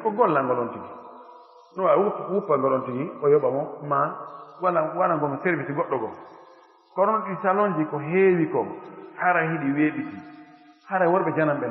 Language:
Pular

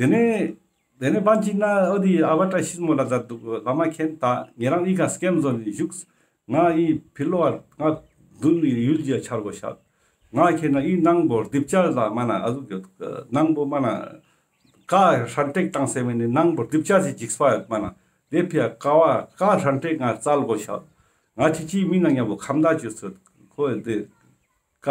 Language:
Ladakhi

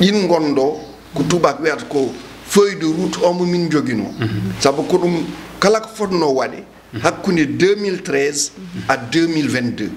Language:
Fula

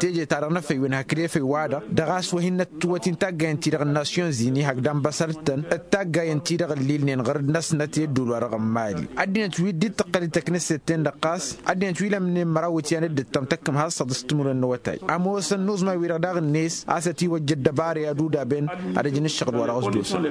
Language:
Tamasheq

